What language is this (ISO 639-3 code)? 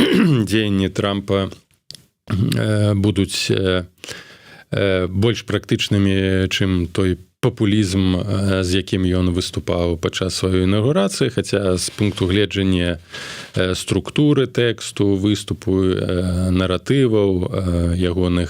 bel